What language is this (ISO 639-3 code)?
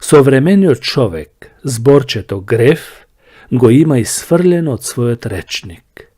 mkd